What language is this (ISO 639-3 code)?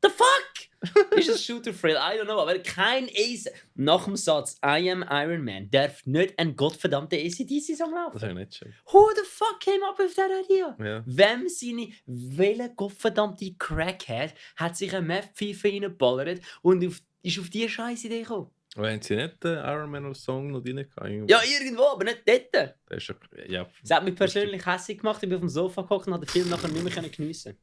gsw